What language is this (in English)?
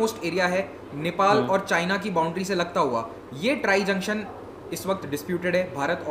Hindi